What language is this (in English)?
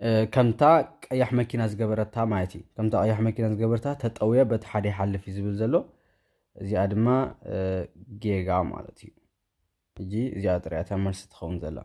Tigrinya